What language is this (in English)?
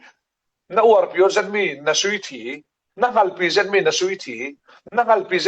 Falam Chin